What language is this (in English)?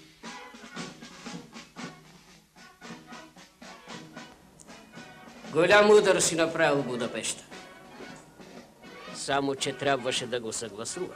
Bulgarian